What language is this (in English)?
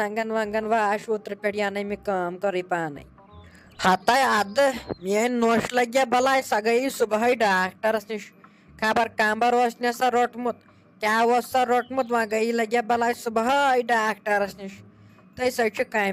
Kashmiri